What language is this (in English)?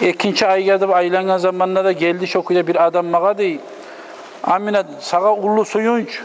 Kumyk